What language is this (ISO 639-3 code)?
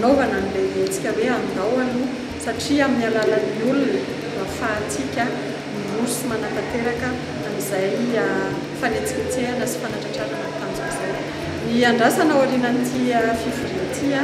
mlg